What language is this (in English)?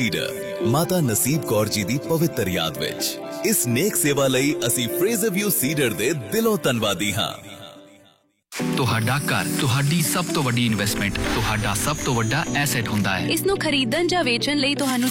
Punjabi